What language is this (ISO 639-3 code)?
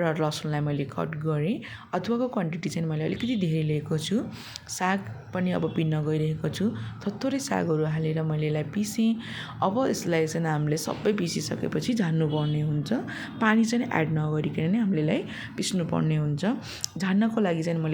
nep